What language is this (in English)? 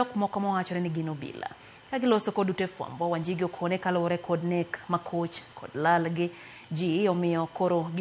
Luo (Kenya and Tanzania)